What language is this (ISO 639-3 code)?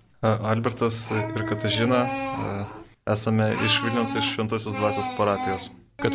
lit